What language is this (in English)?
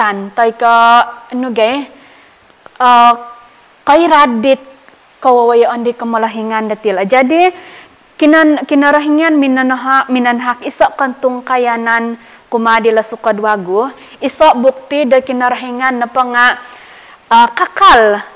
Central Dusun